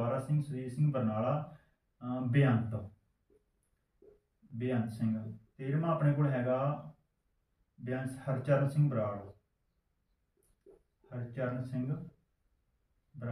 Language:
Punjabi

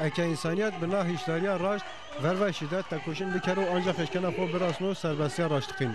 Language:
Zaza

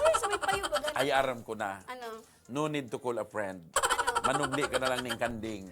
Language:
Bikol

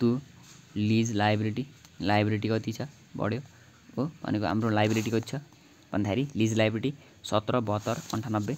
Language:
Nepali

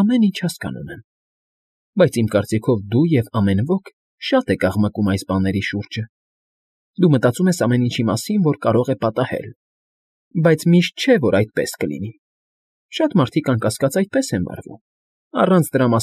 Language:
Armenian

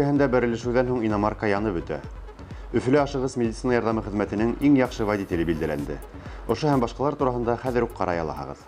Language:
Bashkir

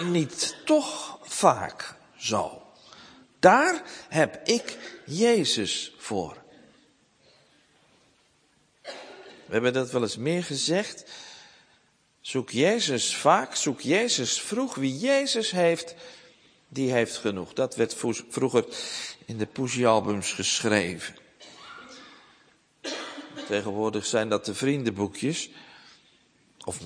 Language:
Dutch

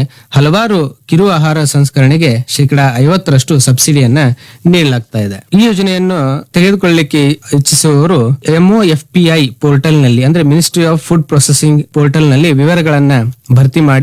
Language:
Kannada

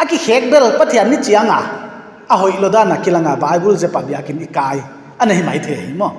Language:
Paite Chin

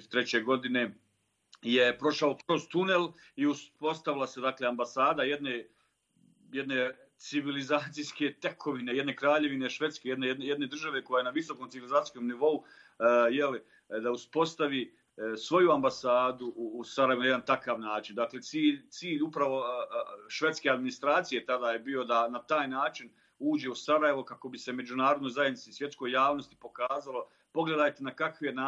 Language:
Bosnian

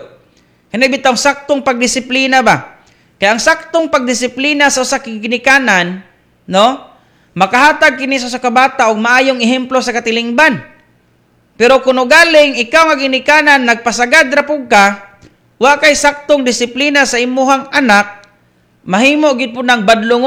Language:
Cebuano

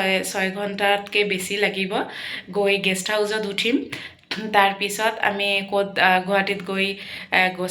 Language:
Assamese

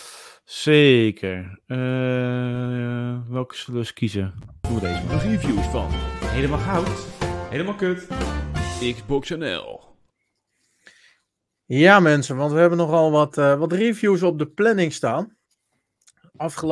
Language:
Dutch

